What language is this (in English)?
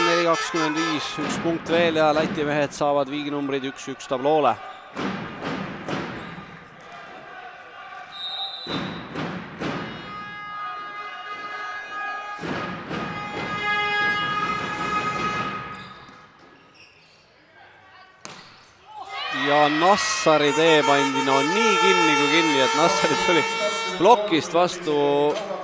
Estonian